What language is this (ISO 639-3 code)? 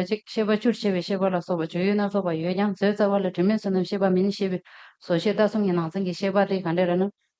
bod